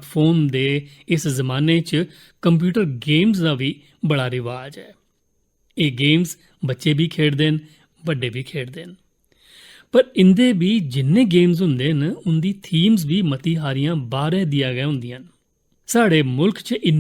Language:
Dogri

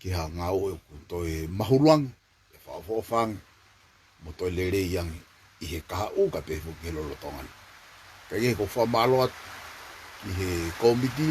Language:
Tongan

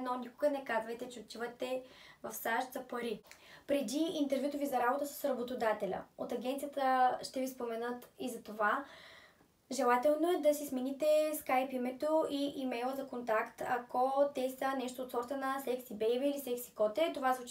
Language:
Bulgarian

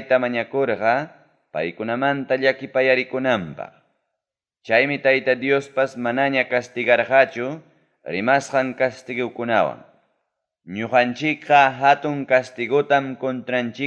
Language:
Ayacucho Quechua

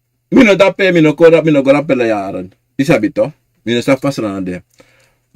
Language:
Sranan Tongo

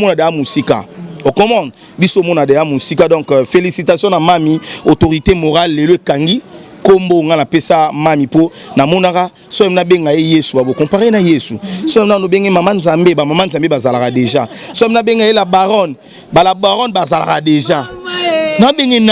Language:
Lingala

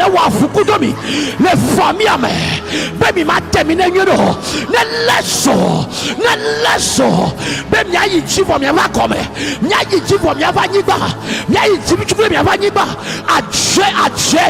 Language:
Ewe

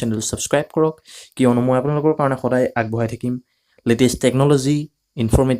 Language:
Assamese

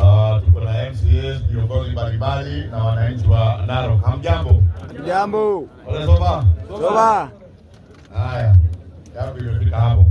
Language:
Masai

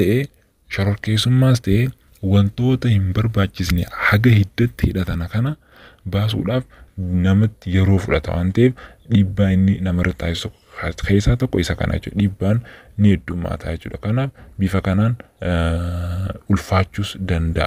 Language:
Oromo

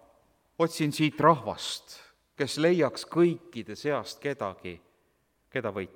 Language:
Estonian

